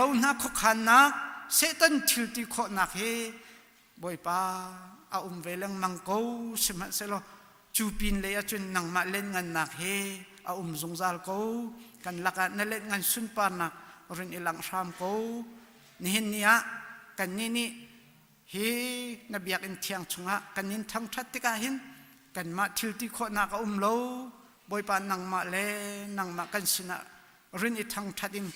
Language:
Hakha Chin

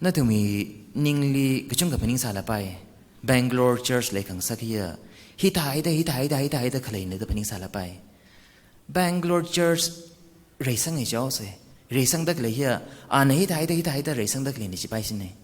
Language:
Tangkhul Naga (India)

